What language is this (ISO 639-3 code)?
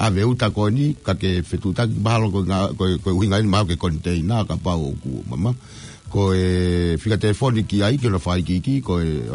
ton